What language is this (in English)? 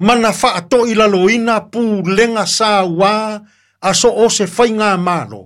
Samoan